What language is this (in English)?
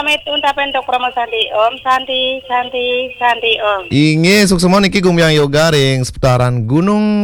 Balinese